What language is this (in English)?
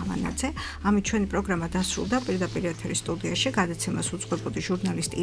Georgian